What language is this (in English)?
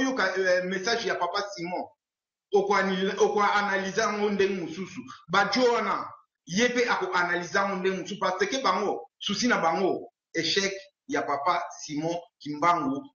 Lingala